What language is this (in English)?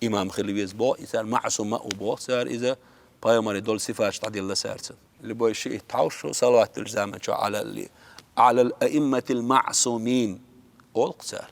Chechen